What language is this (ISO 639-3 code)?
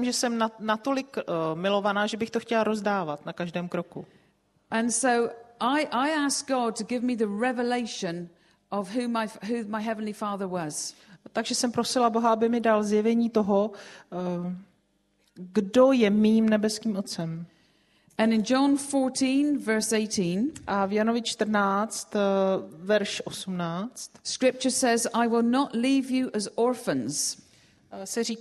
ces